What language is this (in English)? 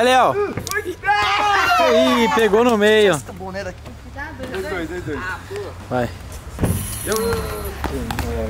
Portuguese